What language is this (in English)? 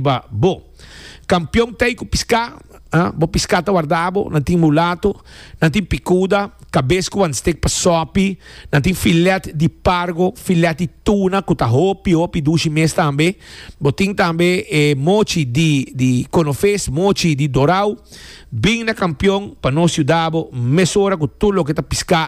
Papiamento